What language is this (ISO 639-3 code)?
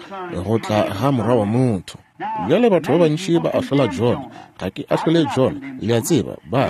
nso